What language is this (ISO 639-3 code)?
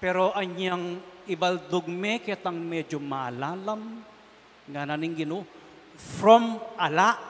pam